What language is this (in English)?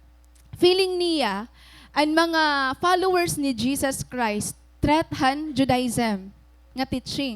Waray